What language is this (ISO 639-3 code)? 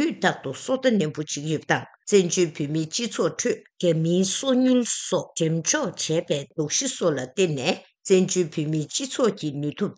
bod